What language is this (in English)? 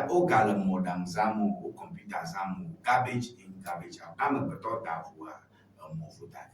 Ewe